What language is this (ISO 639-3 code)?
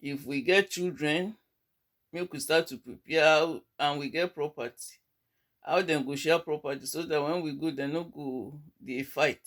pcm